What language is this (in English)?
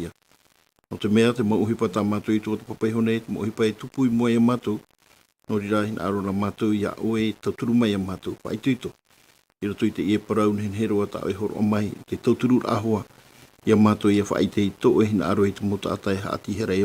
Tahitian